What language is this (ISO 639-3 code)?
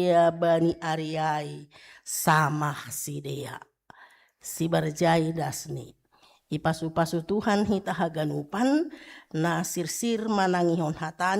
bts